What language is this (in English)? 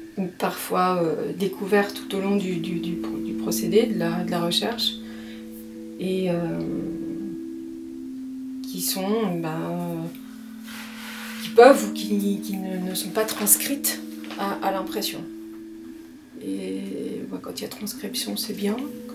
French